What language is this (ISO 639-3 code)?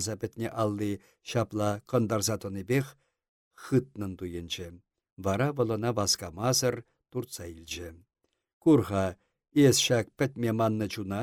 chv